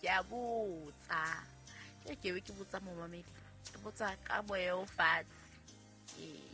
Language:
Southern Sotho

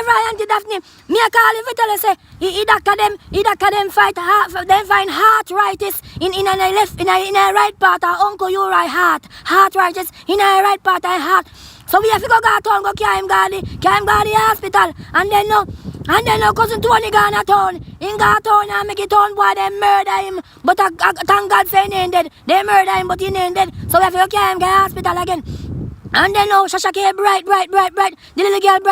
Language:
Jamaican Creole English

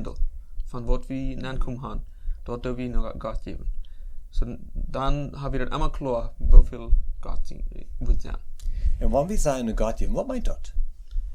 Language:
Plautdietsch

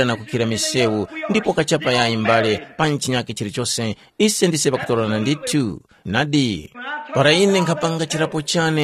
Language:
Tumbuka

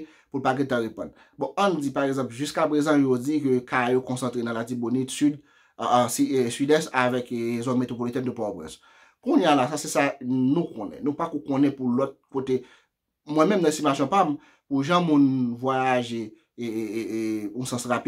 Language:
Haitian Creole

